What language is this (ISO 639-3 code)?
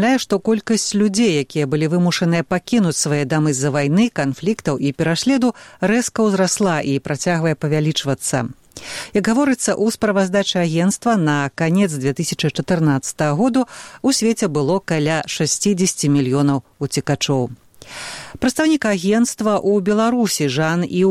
bel